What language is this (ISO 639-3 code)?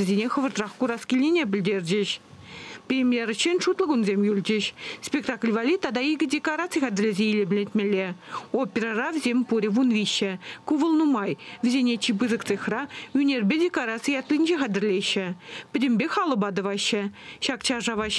chv